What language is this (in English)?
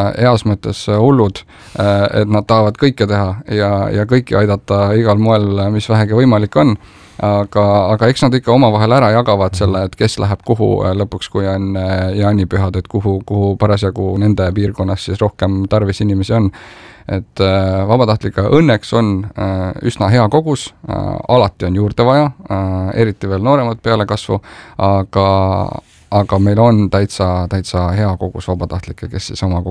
Estonian